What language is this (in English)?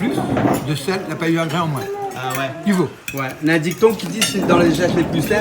Réunion Creole French